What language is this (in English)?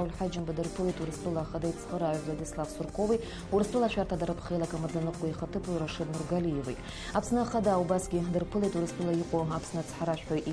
Abkhazian